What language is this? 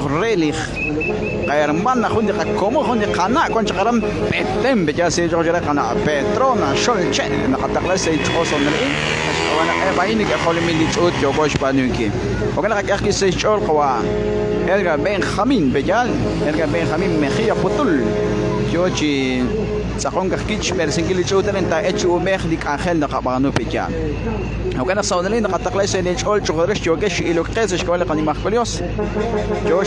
Kekchí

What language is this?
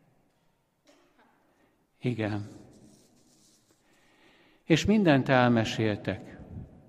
Hungarian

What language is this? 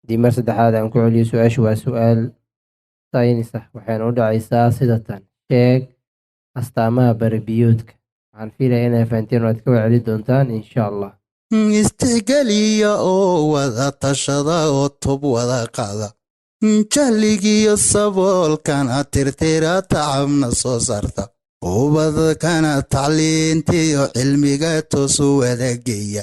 Somali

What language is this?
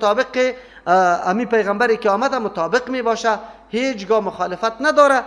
Persian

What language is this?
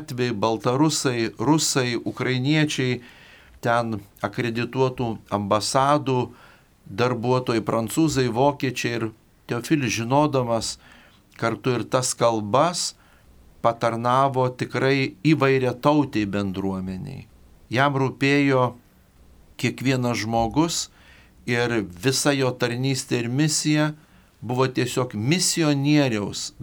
Lithuanian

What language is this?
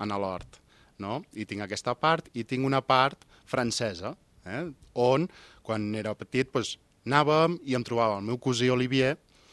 Catalan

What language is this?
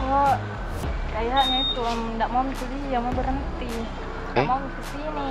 Makassar Malay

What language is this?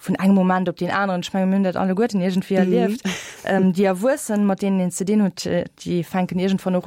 Luxembourgish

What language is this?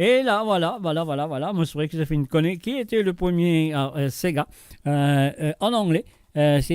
Morisyen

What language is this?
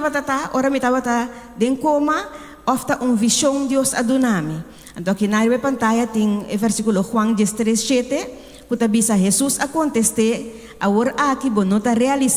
Papiamento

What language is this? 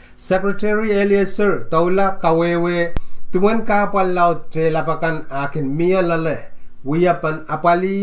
Pohnpeian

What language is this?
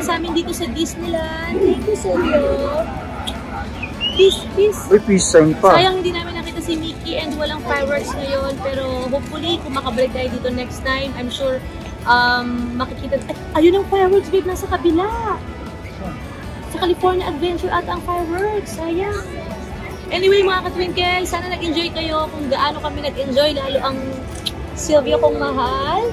Filipino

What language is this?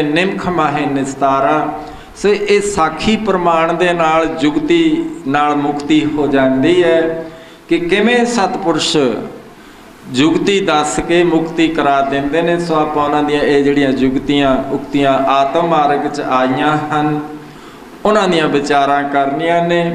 Punjabi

